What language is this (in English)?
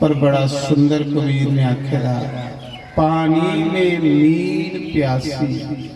Dogri